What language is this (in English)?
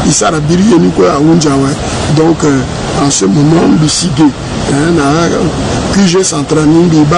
Sango